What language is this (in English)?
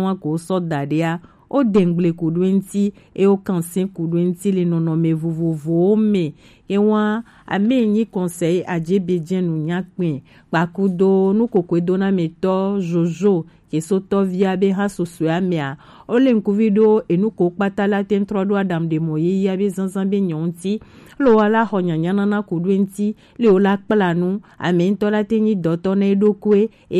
Gen